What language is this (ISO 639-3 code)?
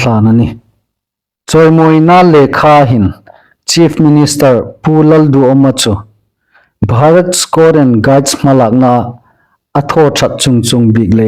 hmr